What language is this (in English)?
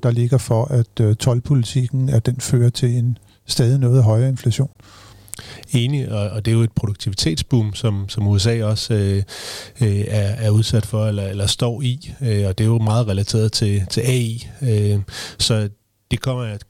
Danish